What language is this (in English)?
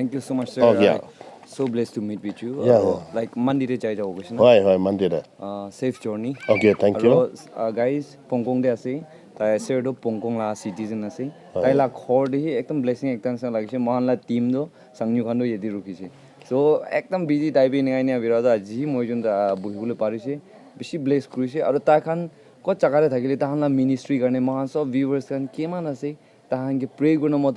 Naga Pidgin